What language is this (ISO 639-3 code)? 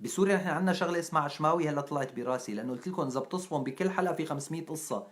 apc